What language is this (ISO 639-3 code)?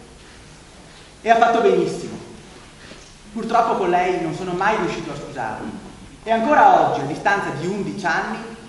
ita